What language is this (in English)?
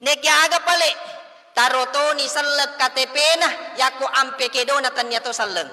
Buginese